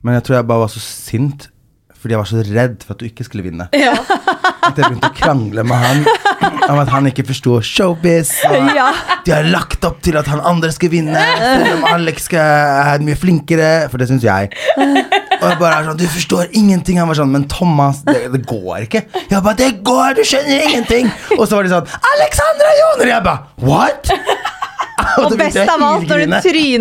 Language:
Norwegian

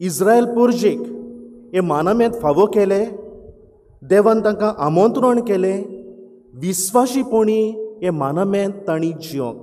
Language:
Konkani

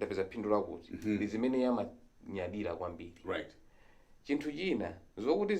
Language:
Nyanja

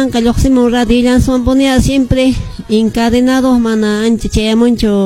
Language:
Quechua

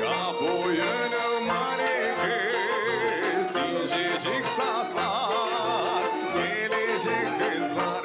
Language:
Gagauz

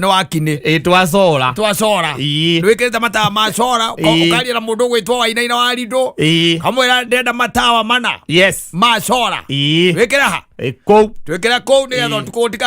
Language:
Kikuyu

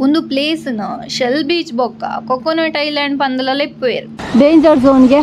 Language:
Tulu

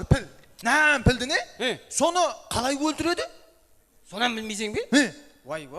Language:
Kara-Kalpak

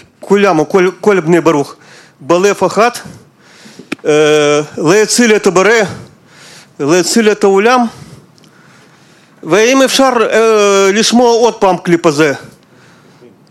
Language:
Hebrew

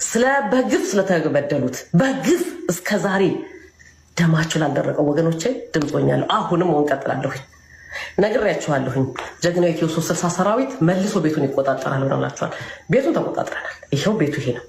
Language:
Amharic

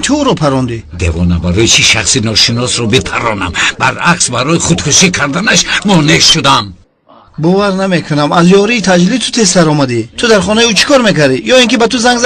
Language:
Tajik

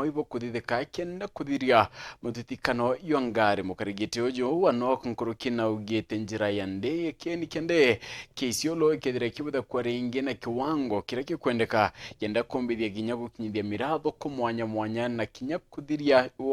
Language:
Meru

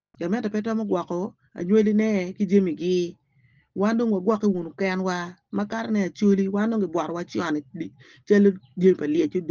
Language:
Acoli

